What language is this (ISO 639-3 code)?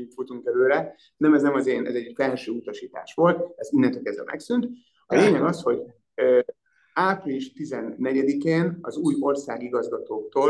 hun